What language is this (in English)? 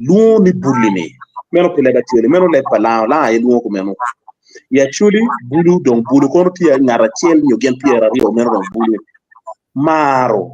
Acoli